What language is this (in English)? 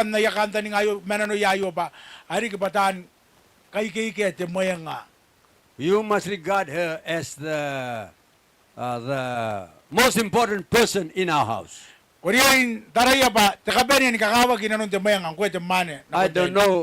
Gilbertese